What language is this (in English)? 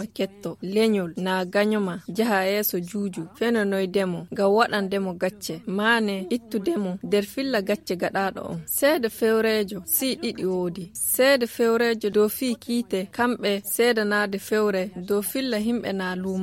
Nigerian Fulfulde